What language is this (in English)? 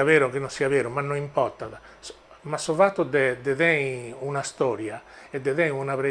Sardinian